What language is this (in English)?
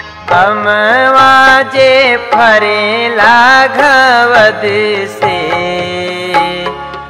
Bhojpuri